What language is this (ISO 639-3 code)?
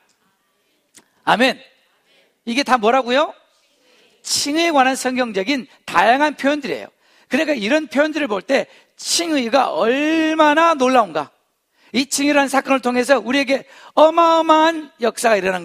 kor